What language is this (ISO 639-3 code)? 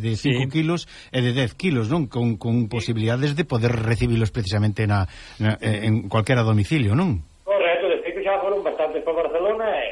glg